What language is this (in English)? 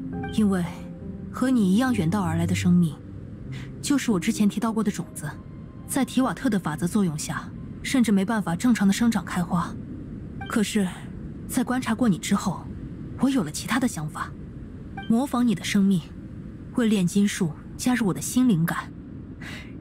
Chinese